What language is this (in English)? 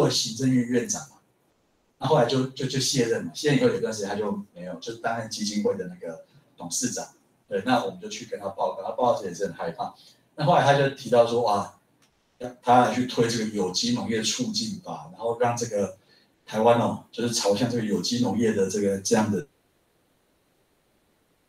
Chinese